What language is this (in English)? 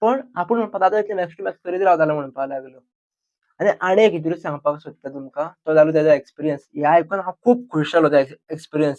Konkani